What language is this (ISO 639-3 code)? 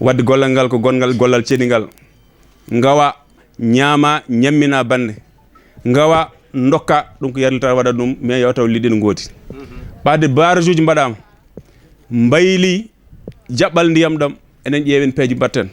ful